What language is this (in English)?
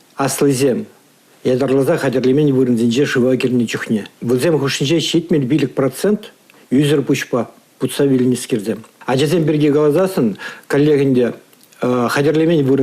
Chuvash